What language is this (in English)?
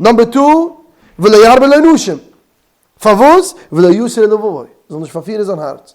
Yiddish